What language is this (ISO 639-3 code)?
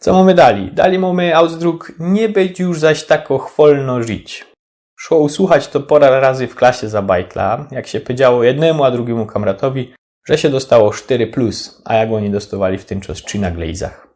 szl